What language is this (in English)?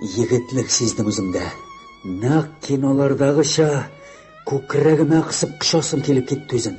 Tatar